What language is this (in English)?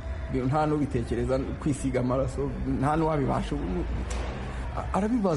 Kinyarwanda